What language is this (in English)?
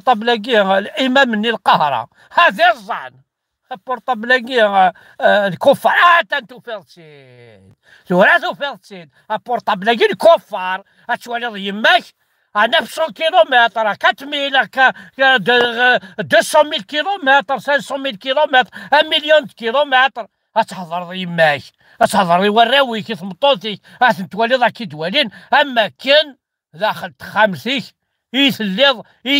Kabyle